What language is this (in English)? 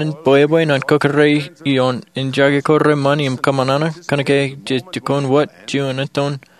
Marshallese